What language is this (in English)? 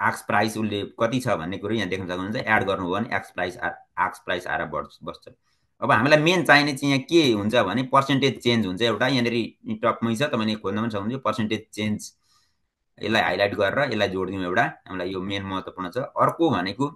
Nepali